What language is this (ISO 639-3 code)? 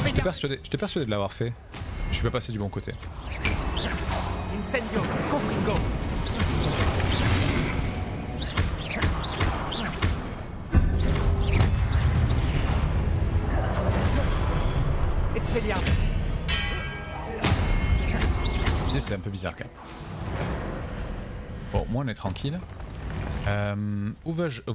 fra